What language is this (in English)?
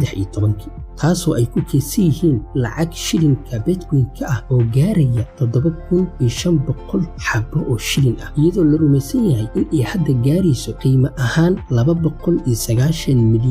Somali